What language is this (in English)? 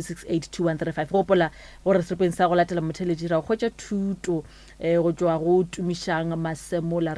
Northern Sotho